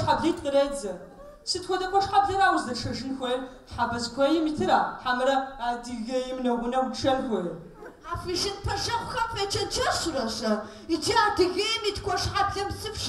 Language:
Kabardian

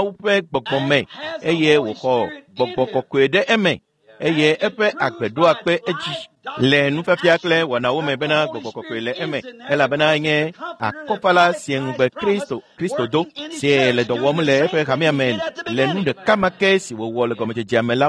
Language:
Ewe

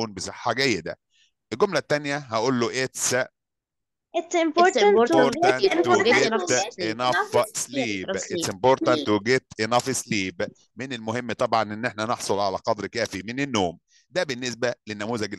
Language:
Egyptian Arabic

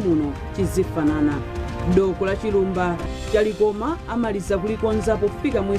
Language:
Nyanja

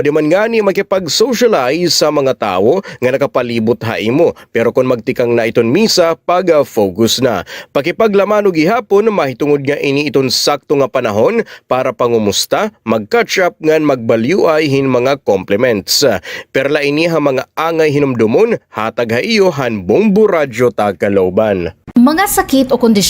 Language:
Waray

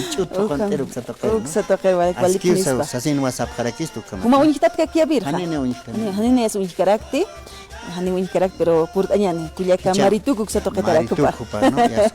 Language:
Aymara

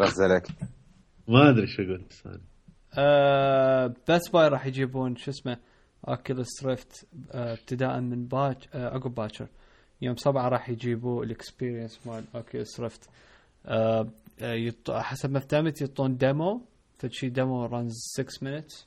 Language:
Mesopotamian Arabic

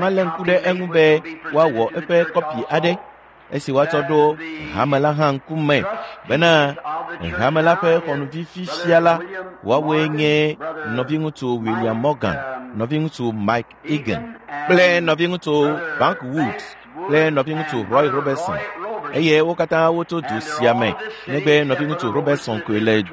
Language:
Ewe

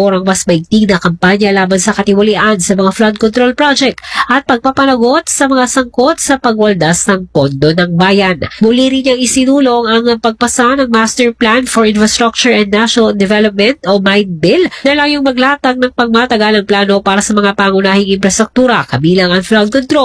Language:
Filipino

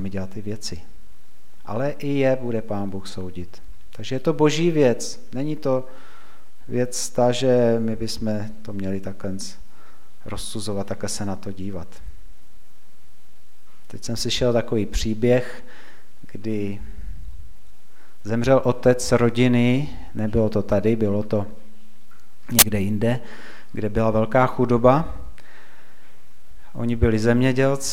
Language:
Czech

